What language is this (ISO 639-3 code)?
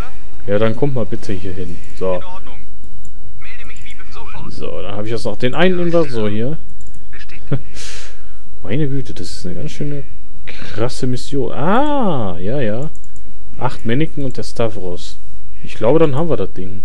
deu